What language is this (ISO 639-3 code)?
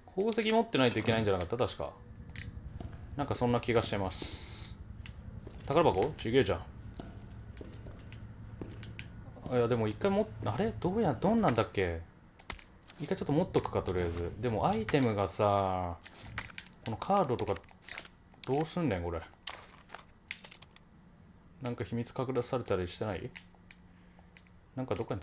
jpn